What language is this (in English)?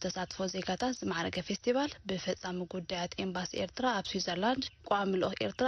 Tigrinya